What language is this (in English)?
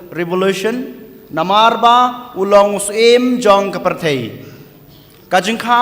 Khasi